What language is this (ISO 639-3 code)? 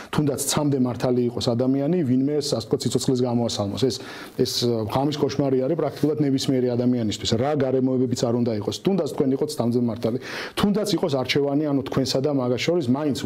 kat